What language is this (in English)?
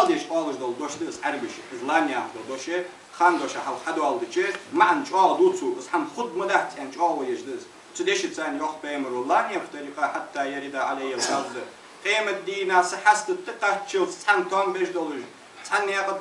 Ingush